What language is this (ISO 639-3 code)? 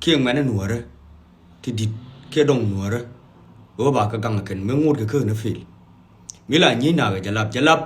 nus